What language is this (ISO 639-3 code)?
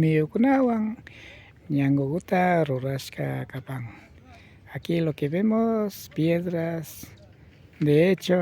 qvi